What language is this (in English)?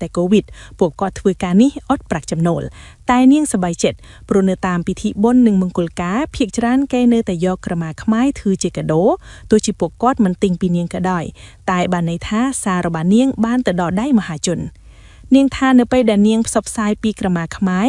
Khmer